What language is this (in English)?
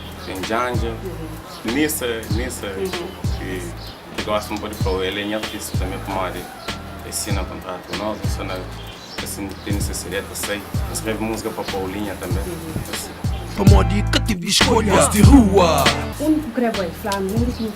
Kabuverdianu